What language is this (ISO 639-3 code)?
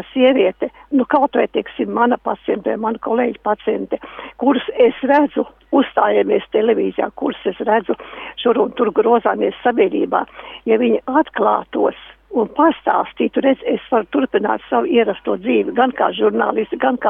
lav